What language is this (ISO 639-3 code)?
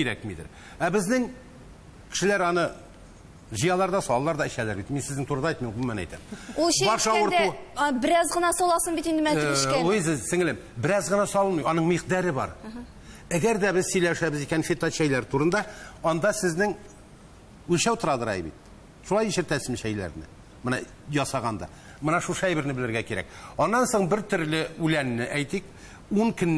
tat